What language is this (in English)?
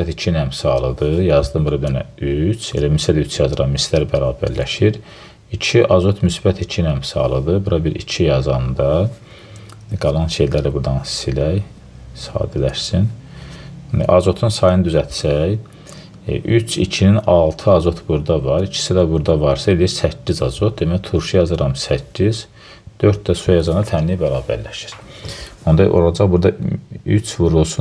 Azerbaijani